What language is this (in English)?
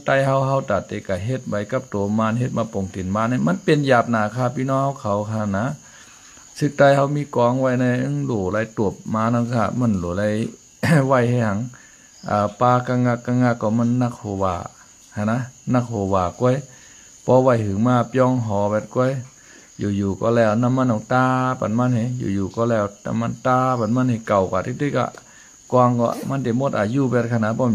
Shan